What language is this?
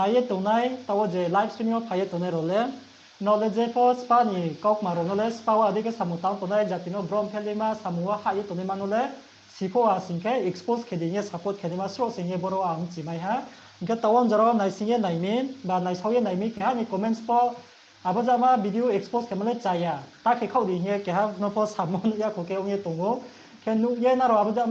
Riang (India)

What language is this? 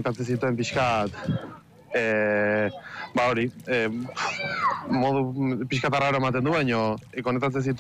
Basque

